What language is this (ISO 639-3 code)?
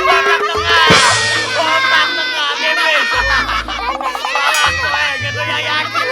mui